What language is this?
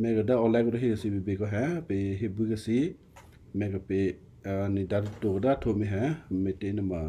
Western Kayah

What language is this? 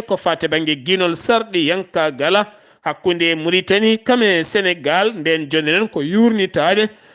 Fula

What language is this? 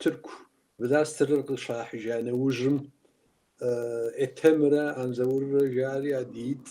Kabardian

